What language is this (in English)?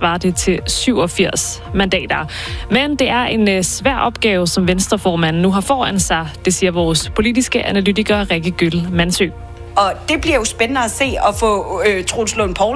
Danish